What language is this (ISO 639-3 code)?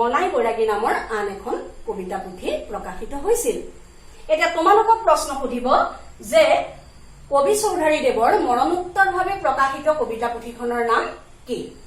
asm